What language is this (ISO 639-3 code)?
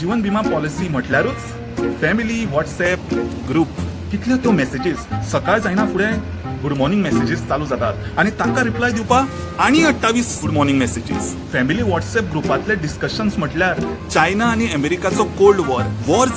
kok